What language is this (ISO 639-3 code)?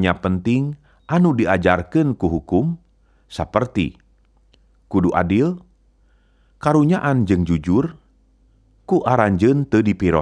sun